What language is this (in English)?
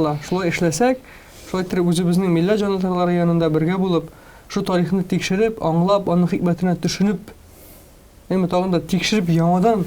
Tatar